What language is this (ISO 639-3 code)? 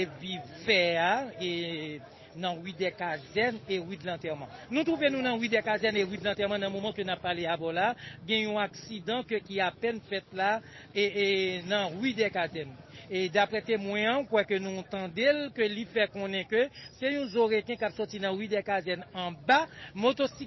hat